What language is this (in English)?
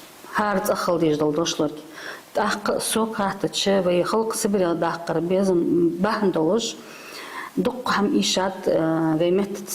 Ingush